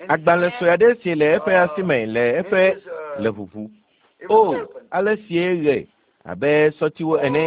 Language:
Ewe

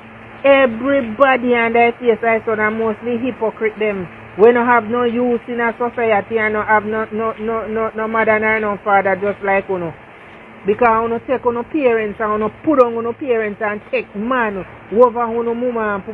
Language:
Jamaican Creole English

